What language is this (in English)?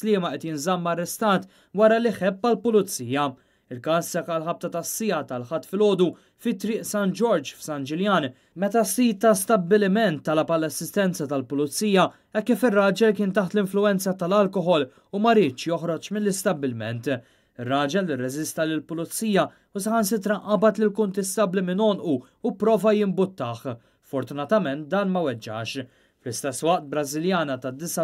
Maltese